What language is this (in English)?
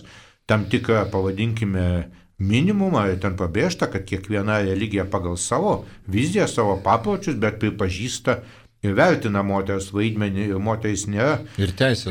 Lithuanian